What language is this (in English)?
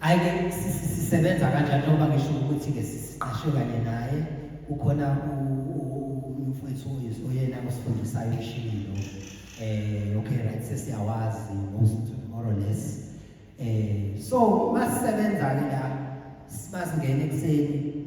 Zulu